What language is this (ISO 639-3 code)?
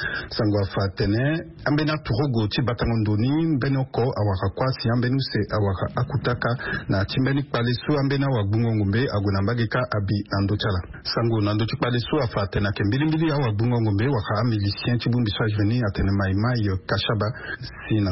sag